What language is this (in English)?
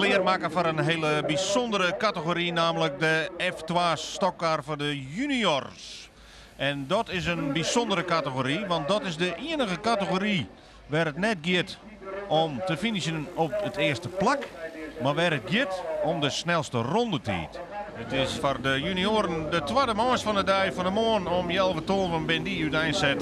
Western Frisian